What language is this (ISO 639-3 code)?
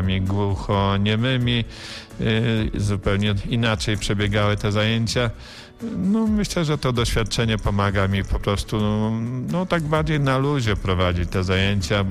pol